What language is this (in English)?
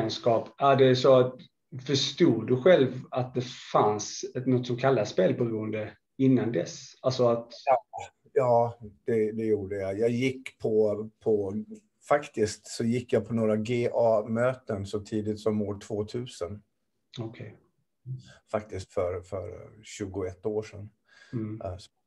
Swedish